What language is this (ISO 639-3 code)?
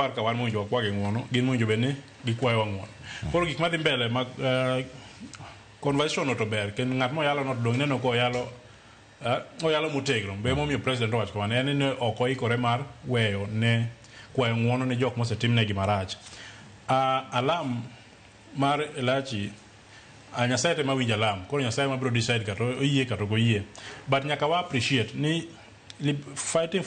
luo